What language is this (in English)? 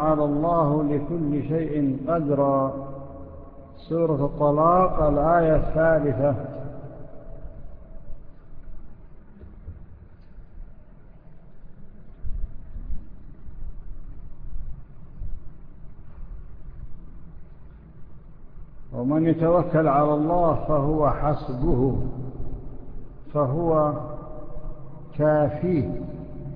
Arabic